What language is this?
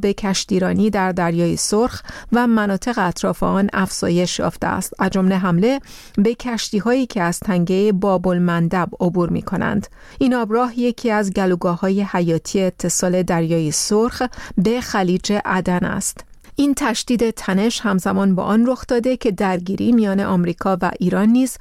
Persian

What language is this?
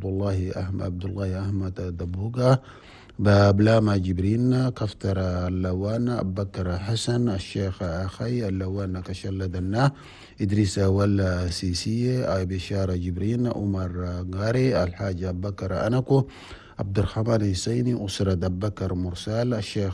Chadian Arabic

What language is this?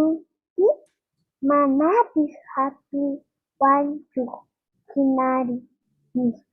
Quechua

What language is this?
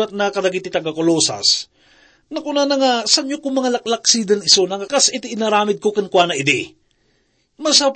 Iloko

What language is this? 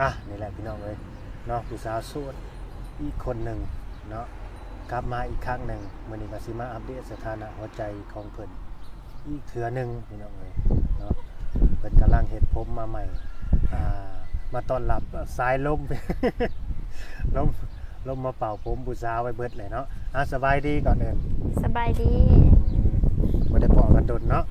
Lao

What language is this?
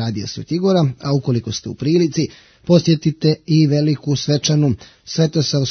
Bosnian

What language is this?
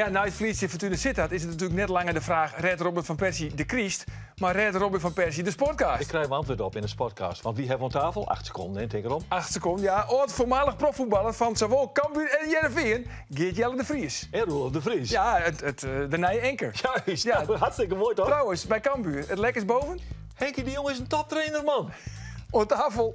Western Frisian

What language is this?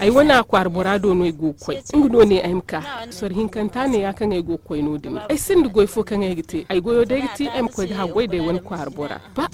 Zarma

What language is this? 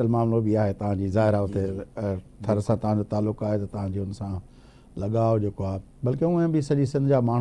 Sindhi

